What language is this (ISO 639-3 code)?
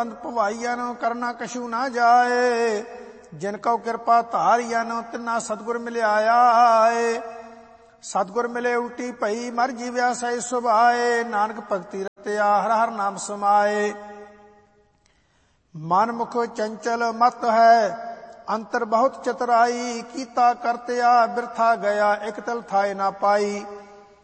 pan